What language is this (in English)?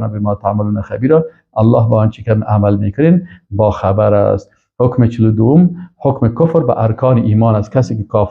Persian